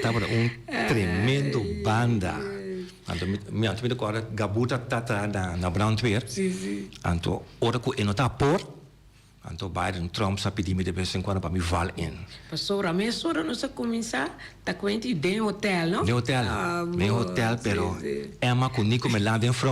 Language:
Papiamento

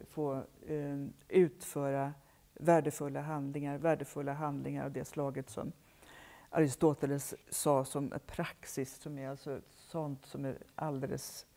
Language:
Swedish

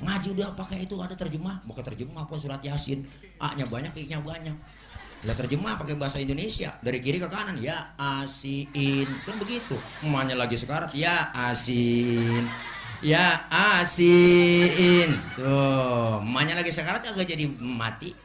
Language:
Betawi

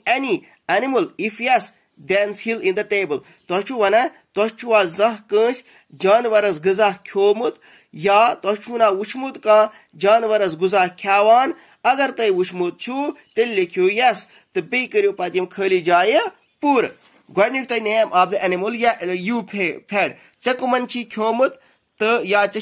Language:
Kashmiri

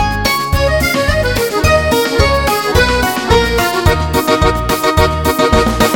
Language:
Marathi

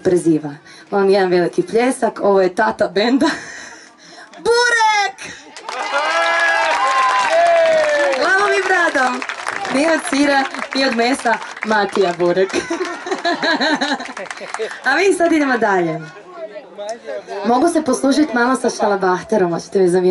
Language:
Croatian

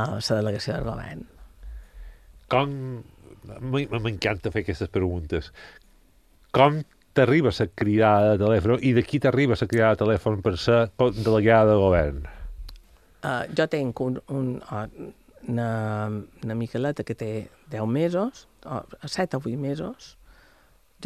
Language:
Catalan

